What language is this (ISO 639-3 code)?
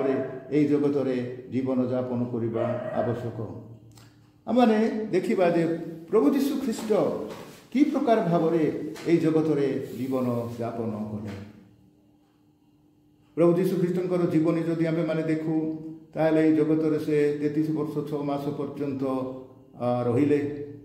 ori